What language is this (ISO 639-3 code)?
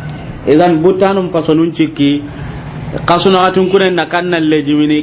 snk